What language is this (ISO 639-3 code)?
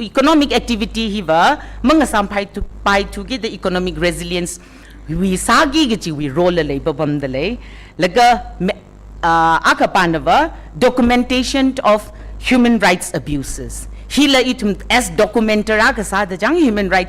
nmf